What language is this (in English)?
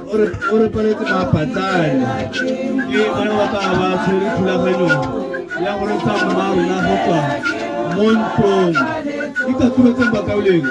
Tswana